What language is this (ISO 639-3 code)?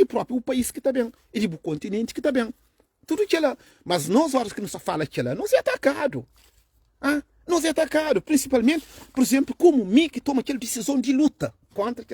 kea